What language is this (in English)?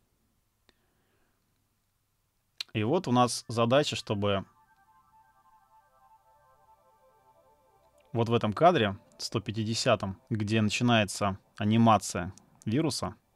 Russian